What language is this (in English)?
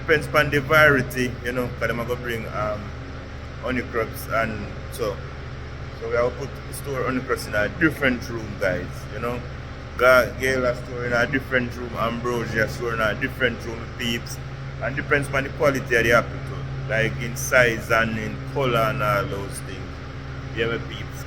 Jamaican Creole English